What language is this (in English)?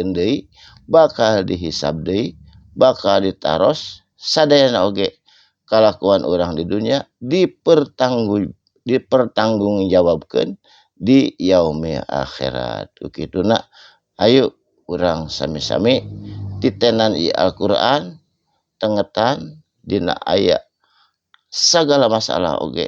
Sundanese